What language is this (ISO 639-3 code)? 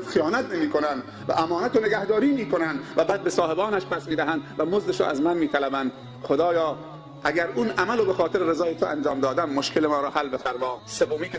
tgk